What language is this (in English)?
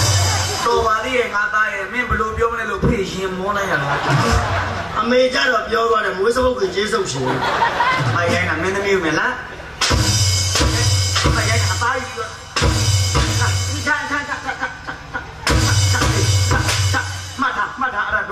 Burmese